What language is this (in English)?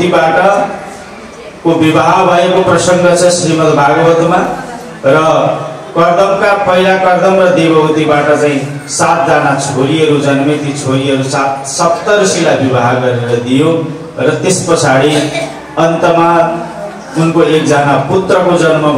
Nepali